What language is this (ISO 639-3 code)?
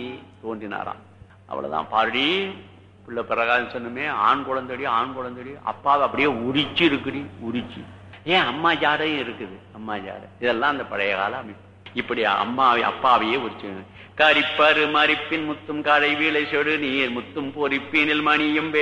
tam